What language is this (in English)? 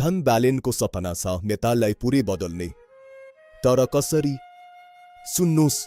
Nepali